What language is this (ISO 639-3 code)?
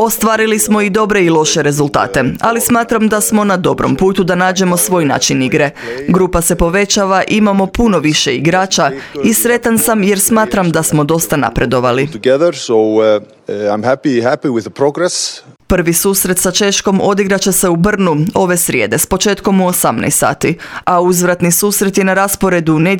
hrv